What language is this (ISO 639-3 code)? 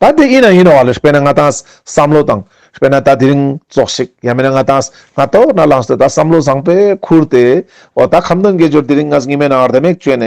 lbj